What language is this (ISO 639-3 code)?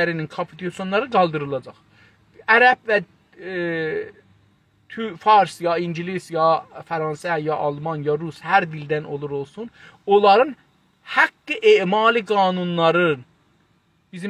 azb